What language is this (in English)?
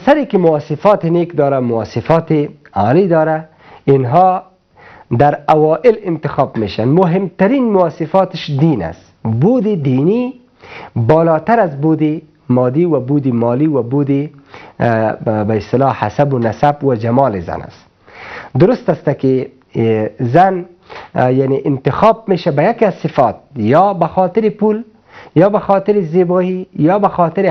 Persian